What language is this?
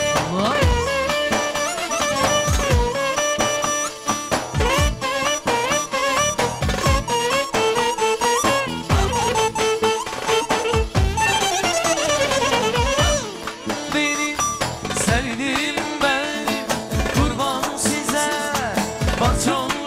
Turkish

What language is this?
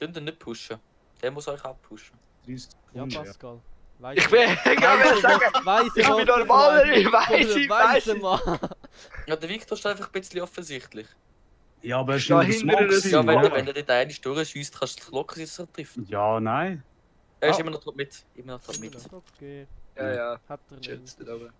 Swiss German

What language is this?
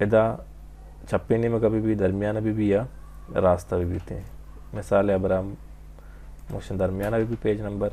Baluchi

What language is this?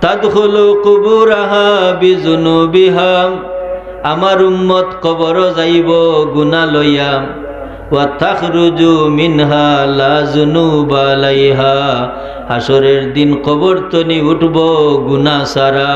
Sylheti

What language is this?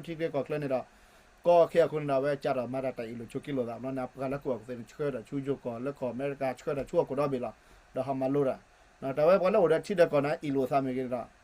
S'gaw Karen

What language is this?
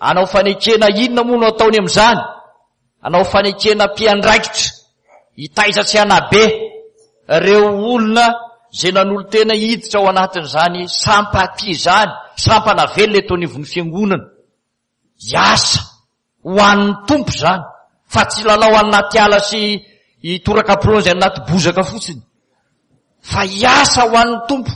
Malagasy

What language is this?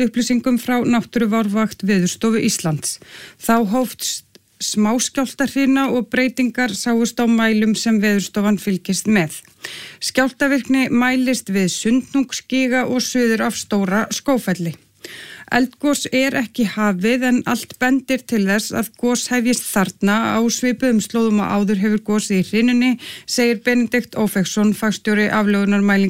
Icelandic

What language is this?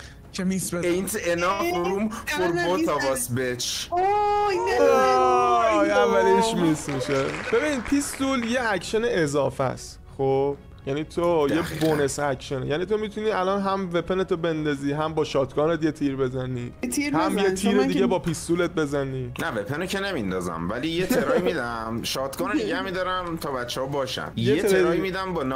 Persian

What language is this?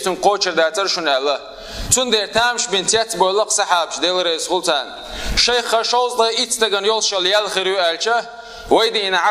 Chechen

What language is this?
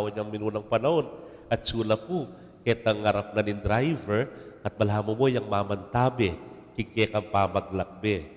Pampanga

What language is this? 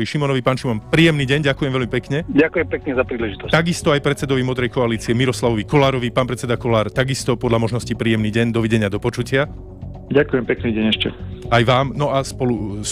Slovak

